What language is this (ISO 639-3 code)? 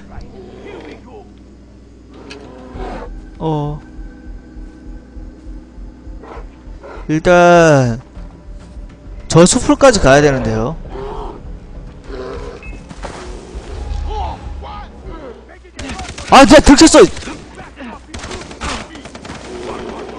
kor